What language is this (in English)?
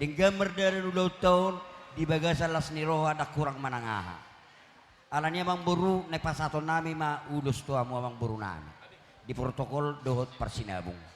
Batak Toba